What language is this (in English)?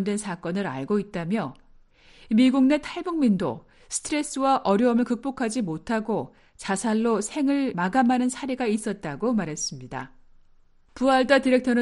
Korean